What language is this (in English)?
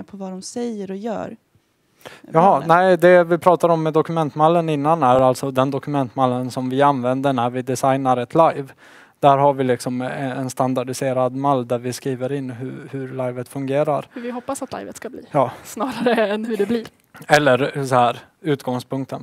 Swedish